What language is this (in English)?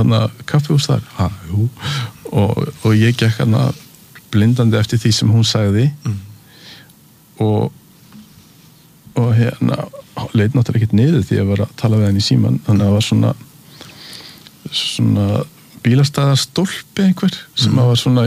Icelandic